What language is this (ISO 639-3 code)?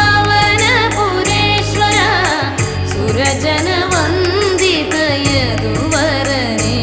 mal